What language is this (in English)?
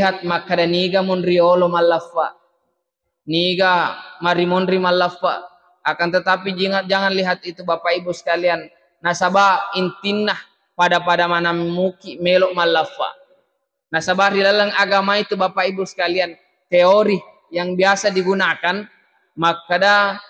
Buginese